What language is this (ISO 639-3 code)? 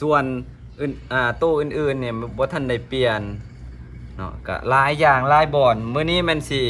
lao